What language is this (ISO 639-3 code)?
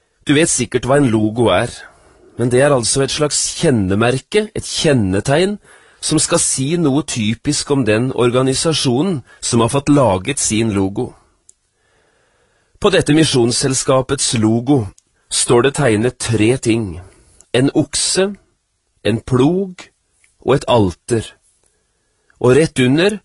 nor